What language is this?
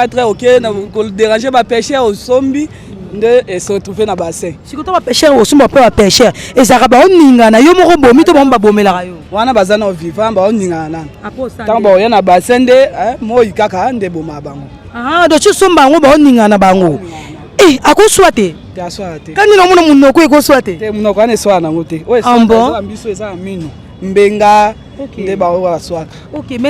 Lingala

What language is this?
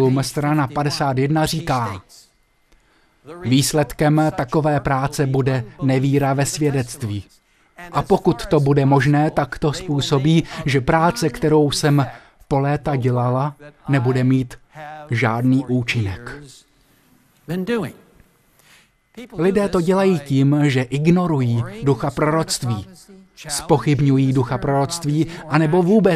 Czech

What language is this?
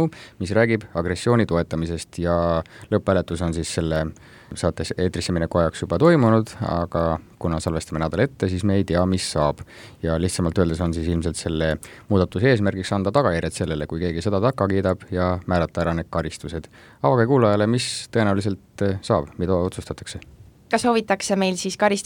Estonian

